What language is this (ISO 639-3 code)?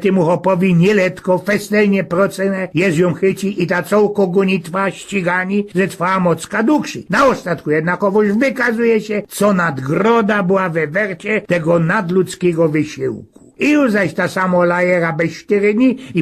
szl